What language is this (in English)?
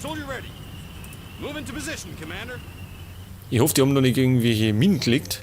Bavarian